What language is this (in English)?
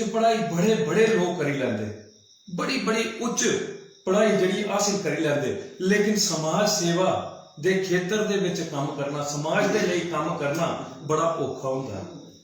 Dogri